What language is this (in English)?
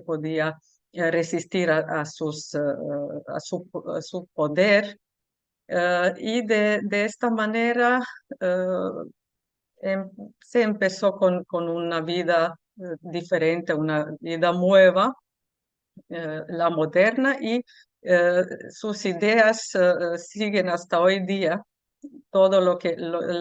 Ladino